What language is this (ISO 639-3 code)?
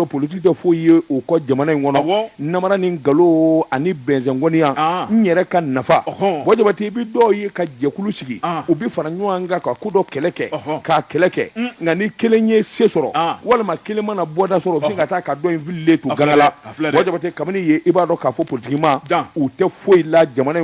bam